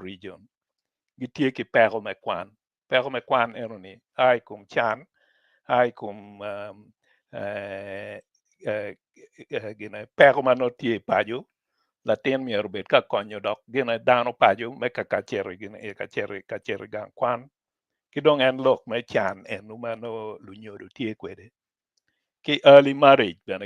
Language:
Acoli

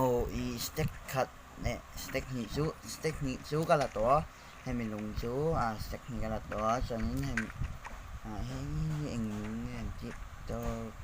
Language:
Mizo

